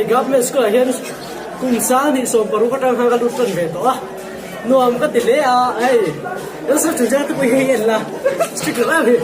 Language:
Mizo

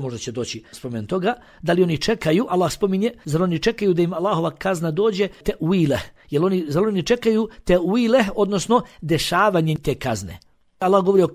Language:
Bosnian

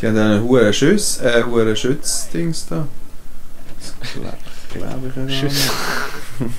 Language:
Swiss German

